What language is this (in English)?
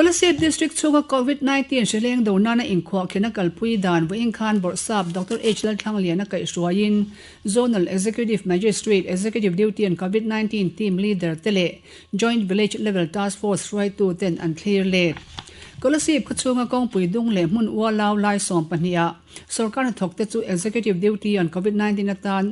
Mizo